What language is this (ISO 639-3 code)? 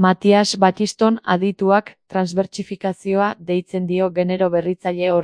eus